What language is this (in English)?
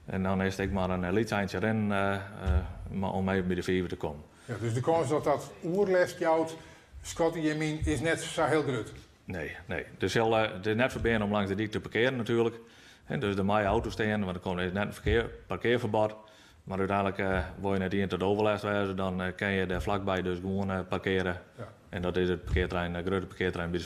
Western Frisian